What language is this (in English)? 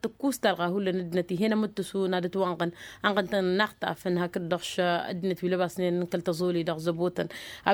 Tamasheq